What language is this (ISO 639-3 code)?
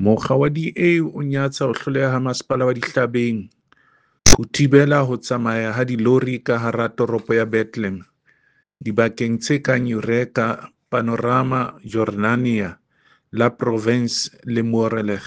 sot